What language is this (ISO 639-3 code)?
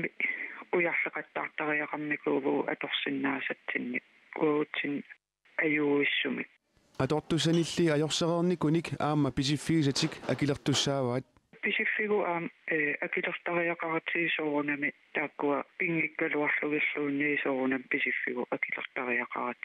kal